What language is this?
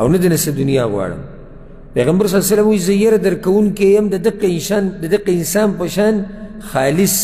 Pashto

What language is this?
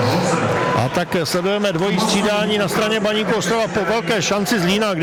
Czech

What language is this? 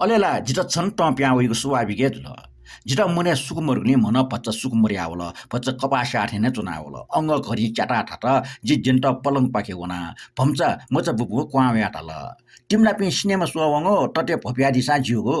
Newari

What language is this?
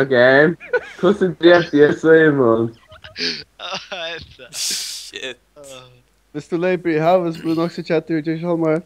Faroese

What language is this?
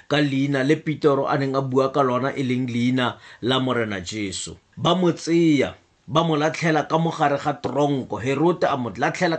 Tswana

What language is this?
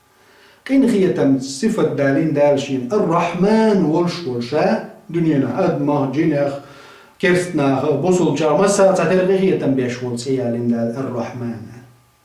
Chechen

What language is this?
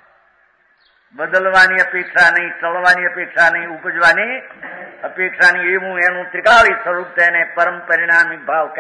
Gujarati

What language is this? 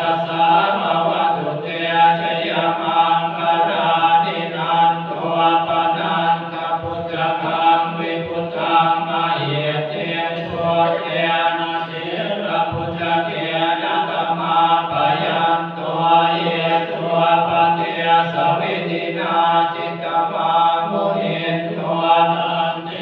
Pali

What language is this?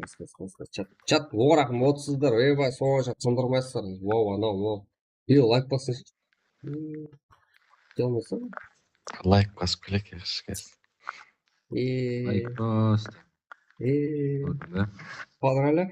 Kara-Kalpak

